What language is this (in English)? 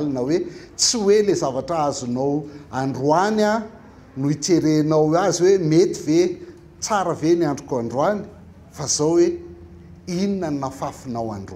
Malagasy